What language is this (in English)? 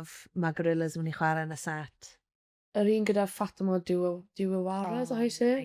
Welsh